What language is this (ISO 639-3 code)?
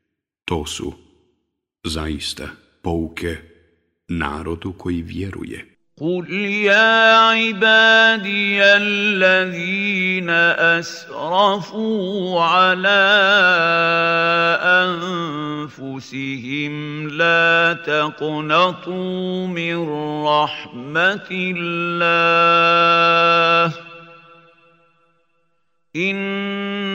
bos